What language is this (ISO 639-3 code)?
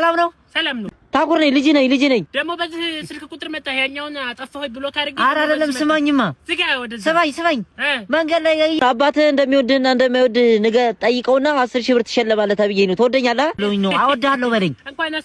amh